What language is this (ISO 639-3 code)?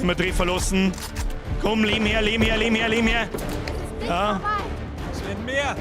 bar